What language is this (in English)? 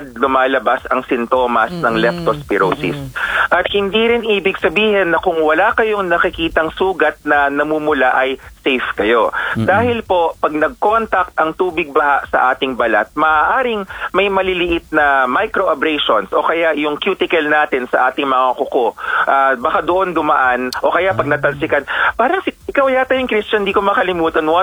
Filipino